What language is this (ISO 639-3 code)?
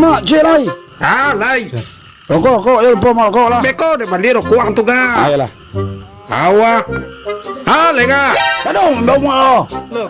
min